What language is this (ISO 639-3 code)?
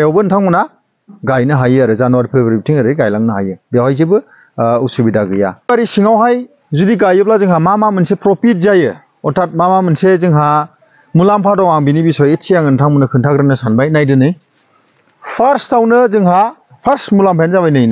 brx